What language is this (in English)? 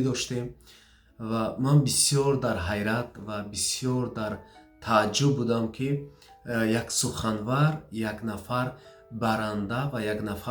Tajik